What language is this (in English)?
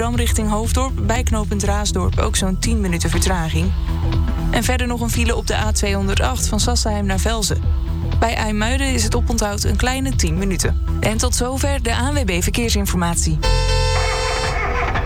Dutch